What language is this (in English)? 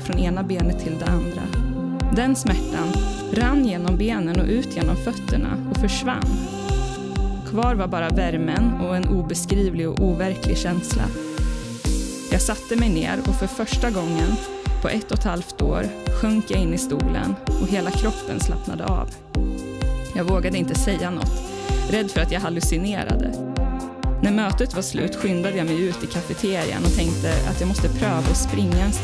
Swedish